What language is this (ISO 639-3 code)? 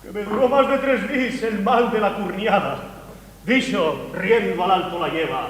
ast